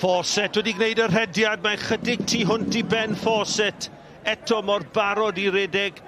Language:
Welsh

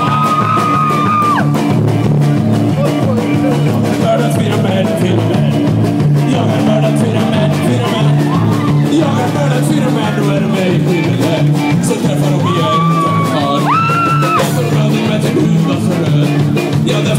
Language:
Swedish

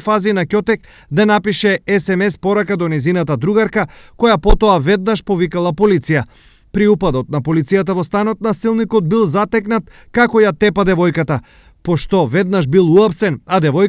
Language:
Macedonian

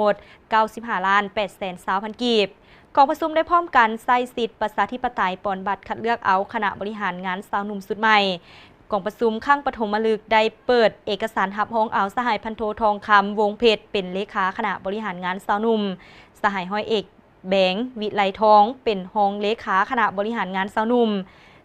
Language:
Lao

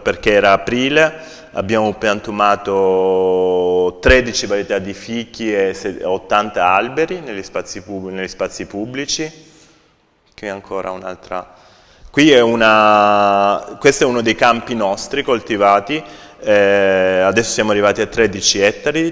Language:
Italian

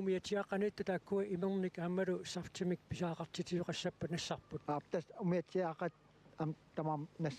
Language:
Kalaallisut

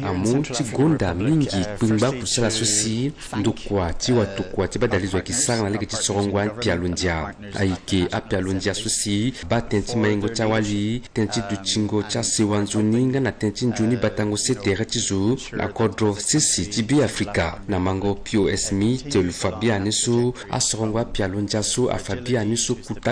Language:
Sango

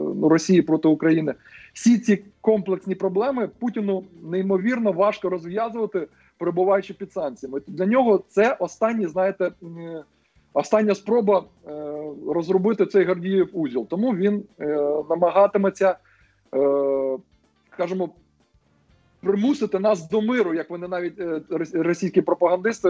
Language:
Ukrainian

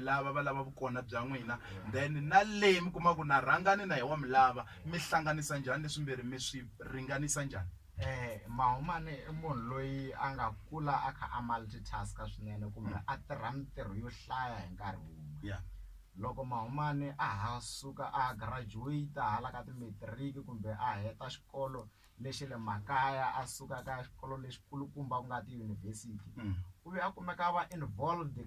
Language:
Tsonga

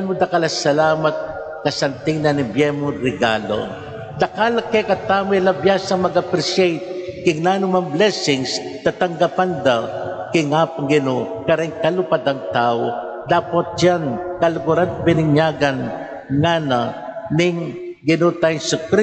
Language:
Pampanga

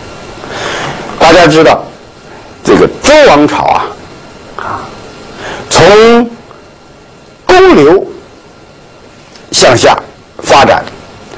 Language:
Chinese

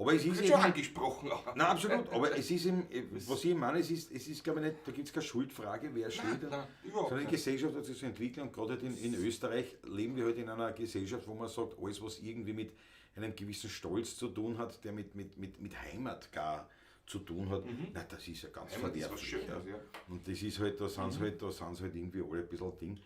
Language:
Bavarian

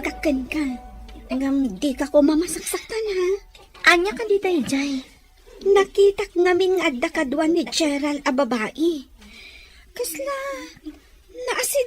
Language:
Iloko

